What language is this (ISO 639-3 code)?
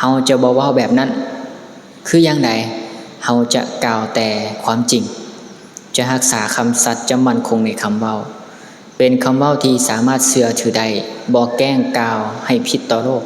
lao